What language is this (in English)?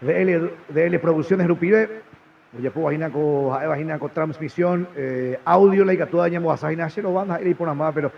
Guarani